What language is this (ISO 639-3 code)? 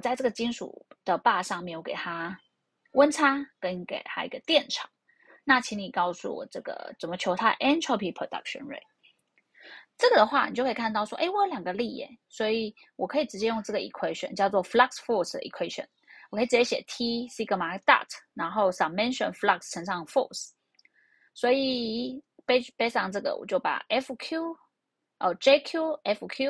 zho